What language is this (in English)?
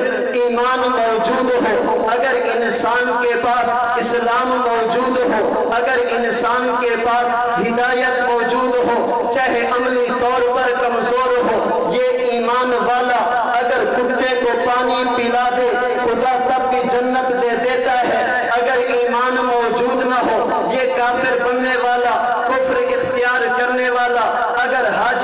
Urdu